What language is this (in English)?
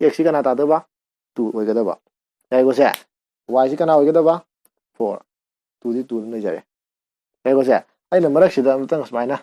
Manipuri